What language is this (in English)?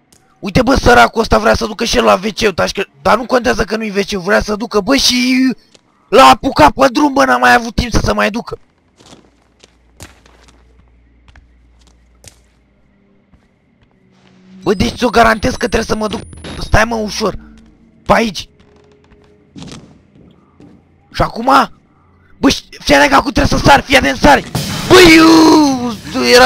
Romanian